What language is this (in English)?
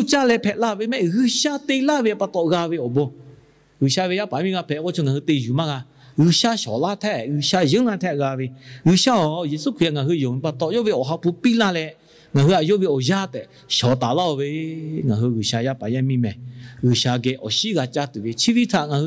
Lahu